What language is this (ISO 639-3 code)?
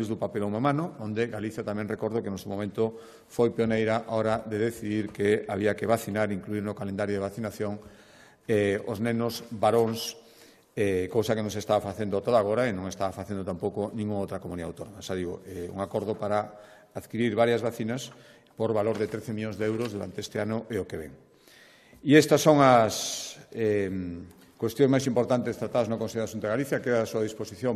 glg